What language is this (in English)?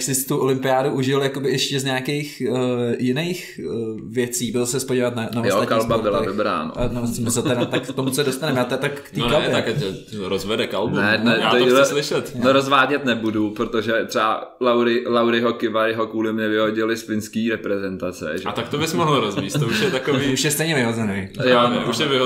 Czech